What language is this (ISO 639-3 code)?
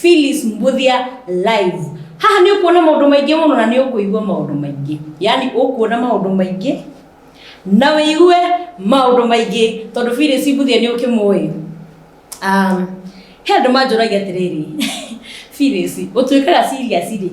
kik